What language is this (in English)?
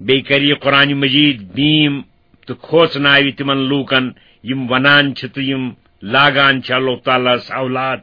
Kashmiri